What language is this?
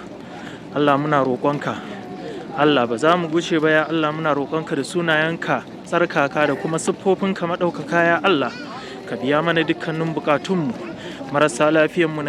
Hausa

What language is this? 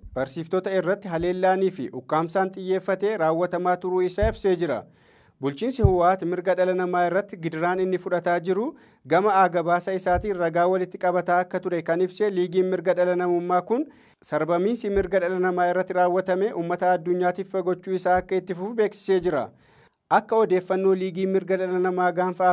Oromo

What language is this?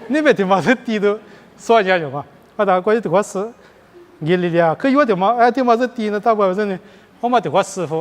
Lisu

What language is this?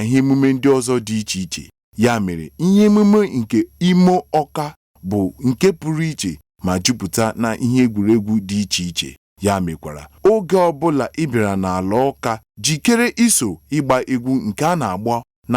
Igbo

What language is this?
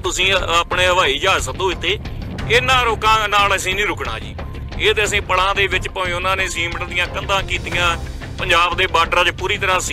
Punjabi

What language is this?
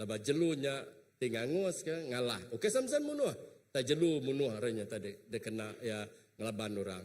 Iban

